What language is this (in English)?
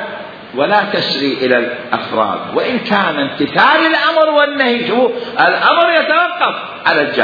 Mesopotamian Arabic